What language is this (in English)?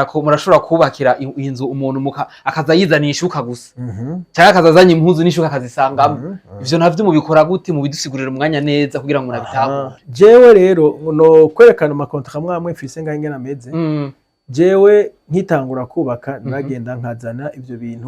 Rundi